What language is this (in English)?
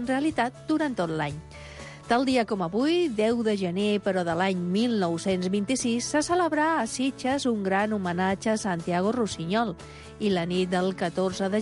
Catalan